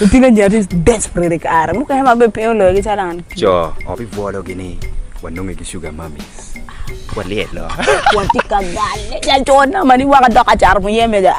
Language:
Acoli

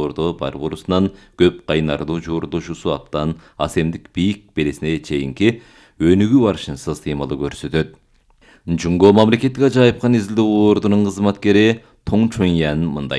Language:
Kyrgyz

